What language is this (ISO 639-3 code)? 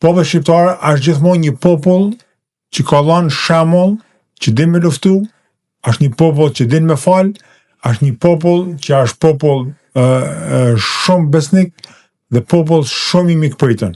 sqi